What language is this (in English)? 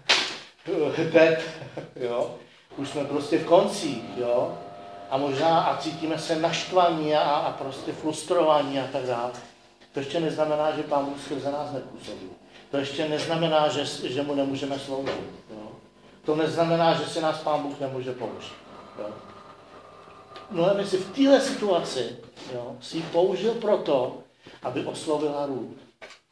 Czech